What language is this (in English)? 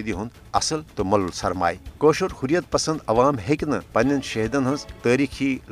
Kashmiri